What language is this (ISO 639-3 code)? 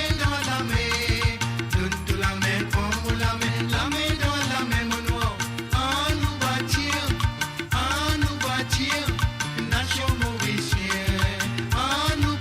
mfe